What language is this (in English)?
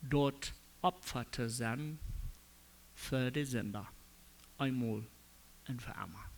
Plautdietsch